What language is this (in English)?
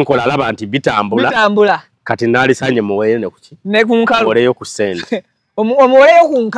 Ganda